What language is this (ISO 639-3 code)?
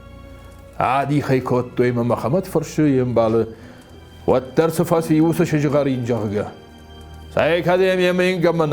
oss